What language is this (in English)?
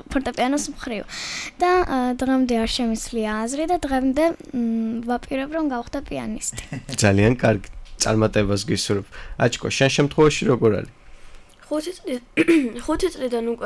Georgian